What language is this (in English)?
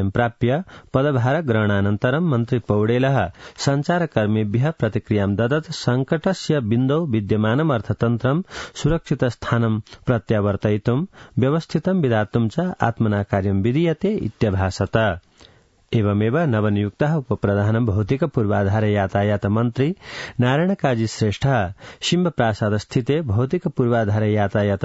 Sanskrit